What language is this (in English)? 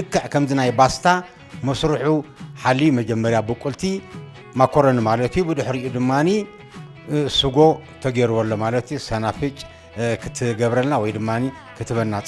Tigrinya